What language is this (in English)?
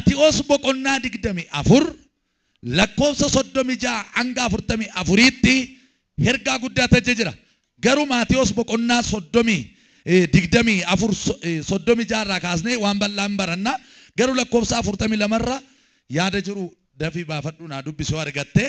Oromo